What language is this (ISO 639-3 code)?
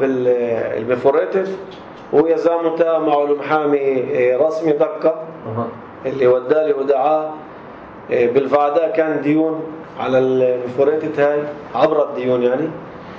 apc